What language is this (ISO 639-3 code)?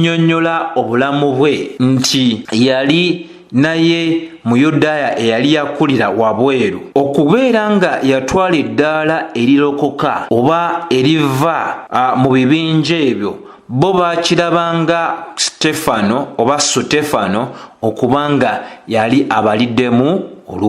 lug